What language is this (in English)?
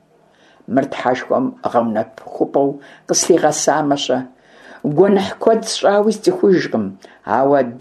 Kabardian